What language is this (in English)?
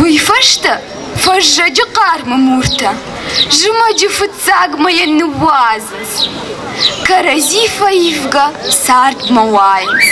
Ossetic